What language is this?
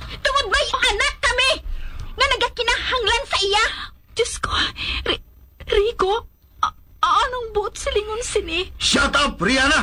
Hiligaynon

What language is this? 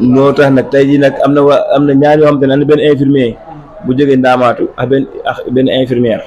Wolof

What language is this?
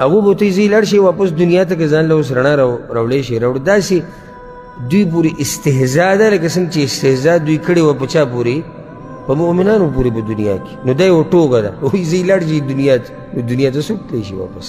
Pashto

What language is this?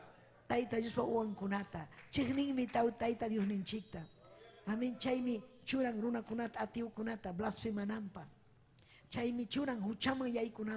Ayacucho Quechua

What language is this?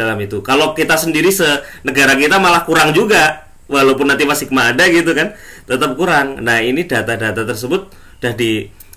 Indonesian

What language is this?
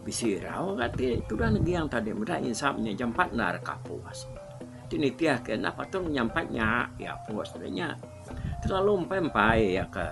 Iban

